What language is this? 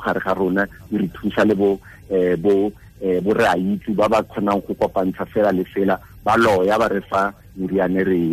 Tswana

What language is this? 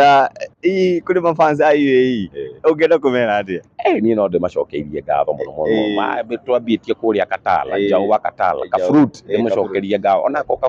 Kikuyu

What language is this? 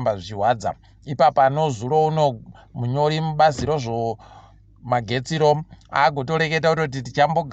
Ndau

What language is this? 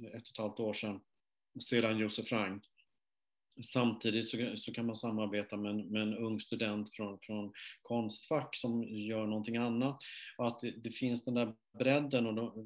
Swedish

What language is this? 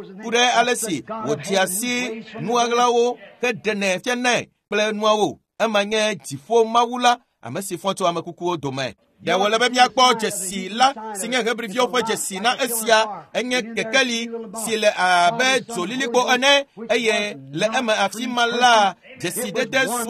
Ewe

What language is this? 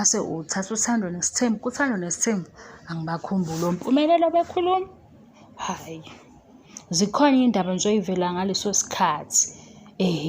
Zulu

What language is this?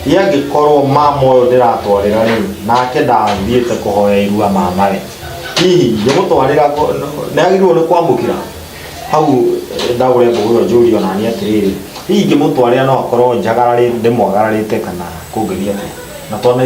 Kikuyu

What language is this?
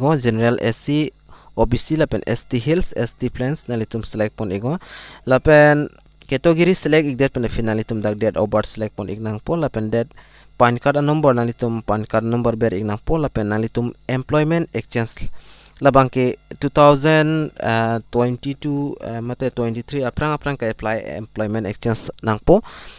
Karbi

